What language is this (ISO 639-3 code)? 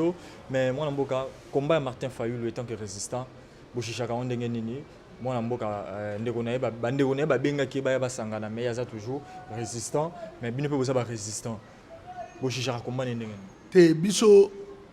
lin